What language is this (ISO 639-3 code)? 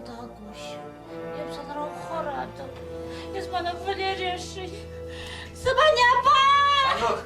chv